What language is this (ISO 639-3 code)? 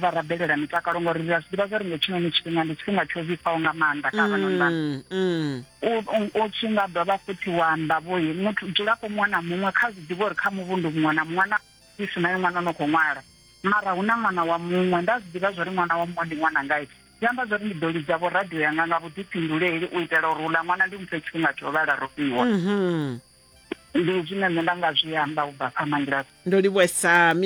ven